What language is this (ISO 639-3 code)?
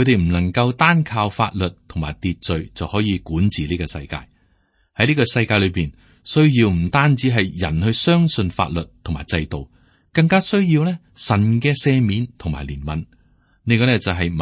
yue